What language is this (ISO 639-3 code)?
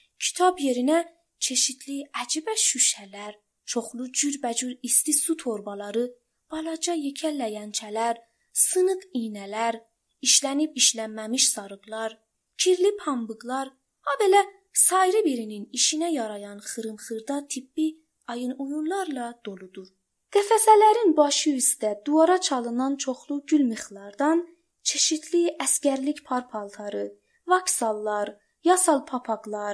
azb